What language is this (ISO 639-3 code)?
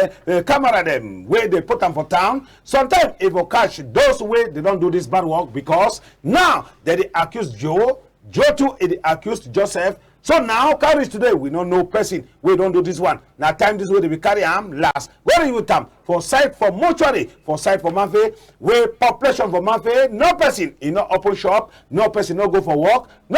wes